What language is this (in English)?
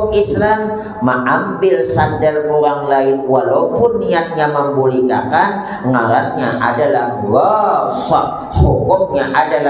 Banjar